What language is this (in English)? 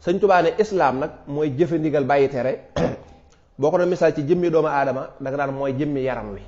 Wolof